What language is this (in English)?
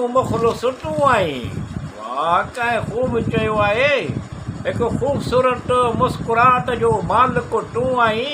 Sindhi